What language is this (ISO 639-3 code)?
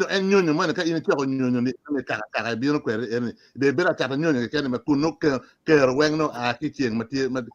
ach